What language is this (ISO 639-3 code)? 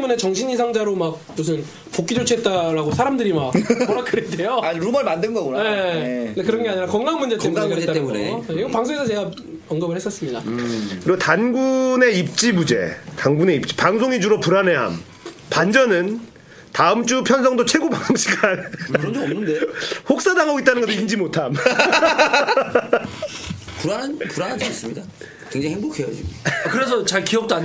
kor